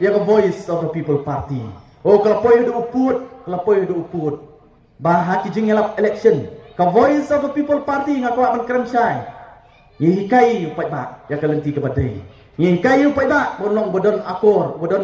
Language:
Khasi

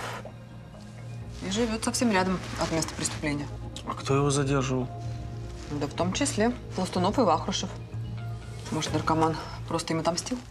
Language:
Russian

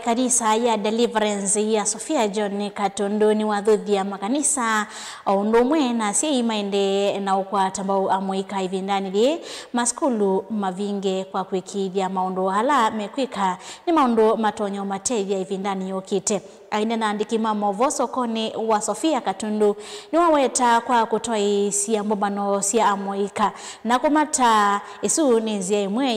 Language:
Kamba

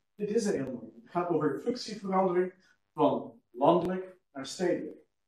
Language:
Dutch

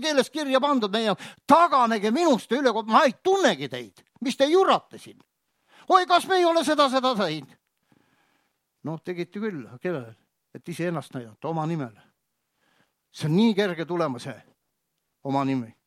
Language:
Estonian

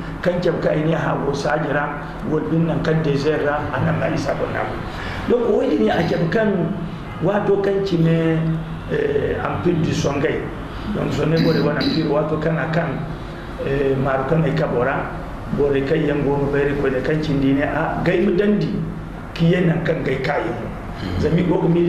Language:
Zarma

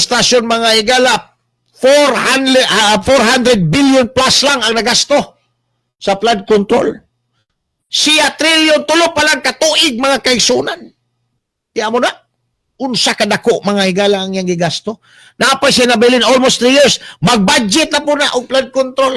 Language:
Cebuano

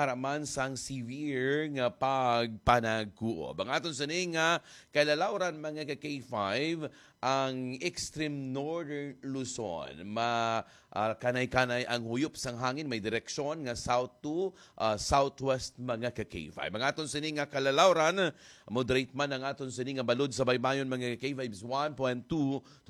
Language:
Hiligaynon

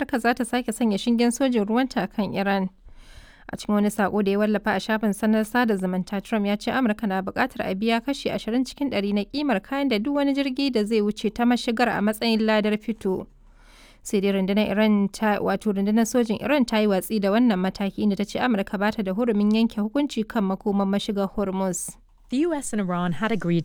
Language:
Hausa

